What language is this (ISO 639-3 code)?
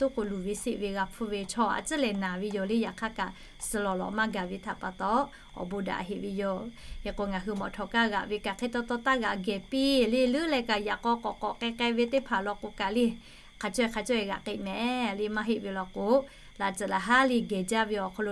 lhu